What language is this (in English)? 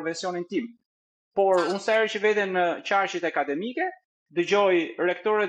Albanian